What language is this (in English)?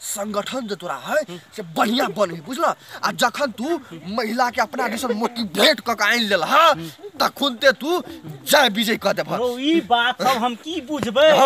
Maithili